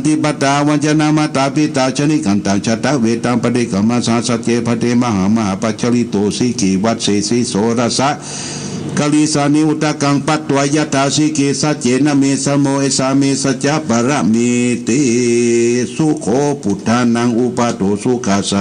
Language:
Pali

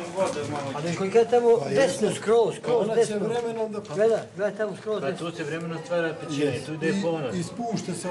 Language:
Bosnian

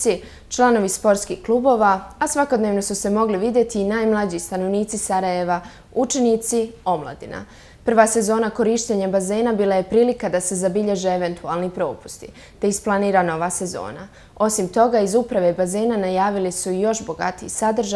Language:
Bosnian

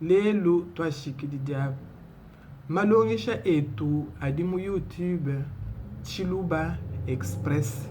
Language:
Luba-Lulua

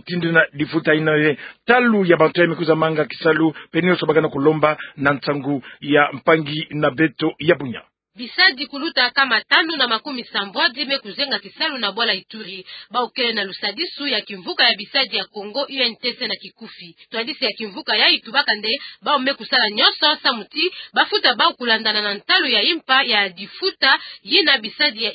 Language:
Kituba (Democratic Republic of Congo)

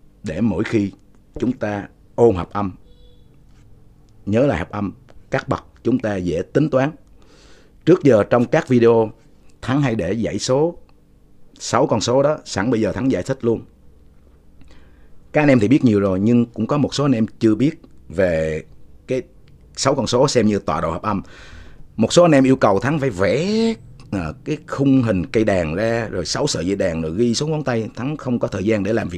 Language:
Vietnamese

